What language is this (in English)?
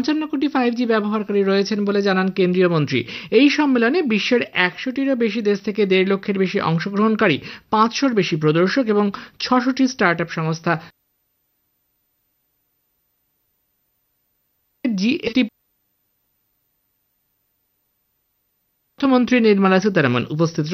Bangla